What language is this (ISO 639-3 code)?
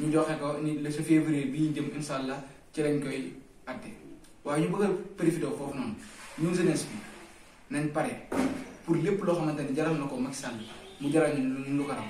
wol